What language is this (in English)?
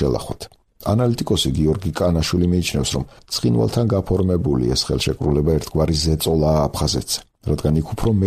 Georgian